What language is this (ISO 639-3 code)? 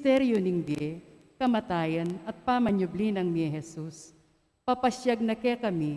pam